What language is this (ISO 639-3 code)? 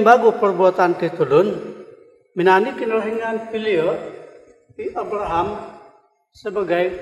dtp